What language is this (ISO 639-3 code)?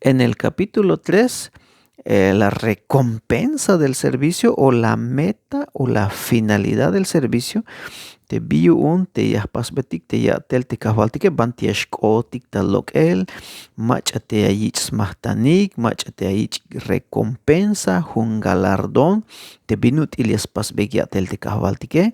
tzh